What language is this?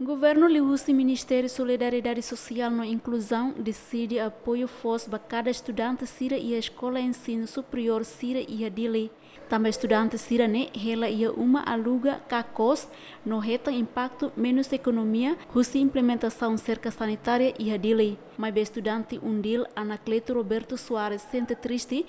Tetum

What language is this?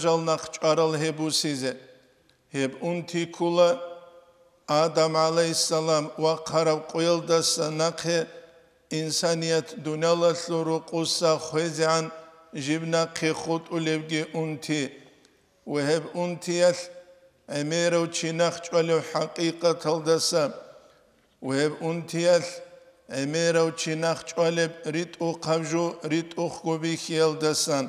Avaric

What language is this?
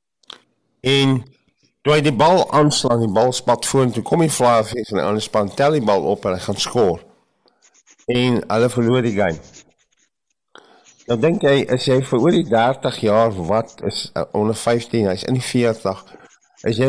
Afrikaans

